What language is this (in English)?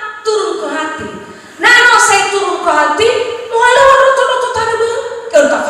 Nias